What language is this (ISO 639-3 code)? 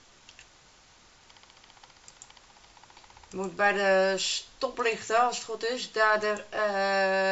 nld